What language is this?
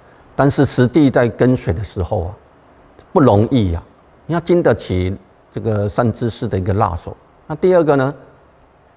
Chinese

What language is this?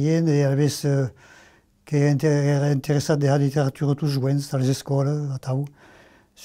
Occitan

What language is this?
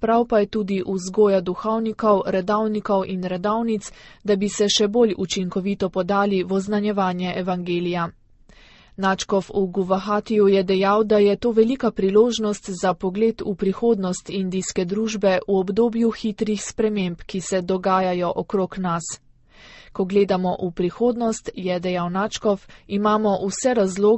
Slovenian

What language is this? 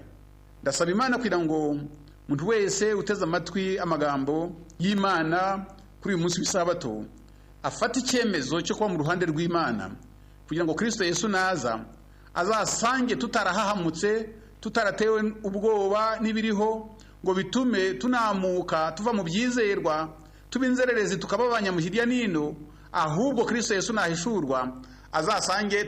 Kinyarwanda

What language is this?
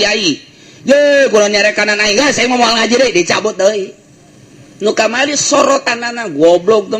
Sundanese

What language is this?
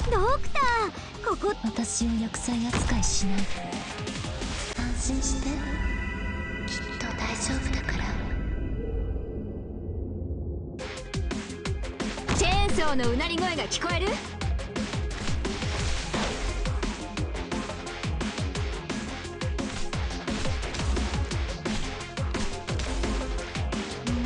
Japanese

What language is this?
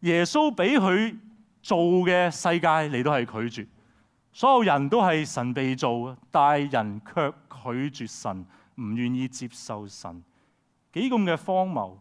Cantonese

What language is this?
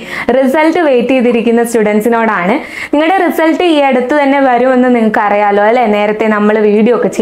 Malayalam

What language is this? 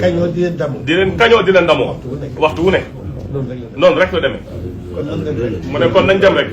Wolof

